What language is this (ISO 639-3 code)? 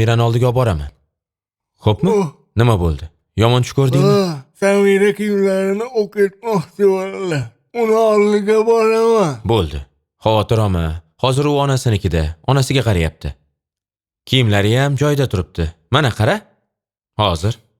uzb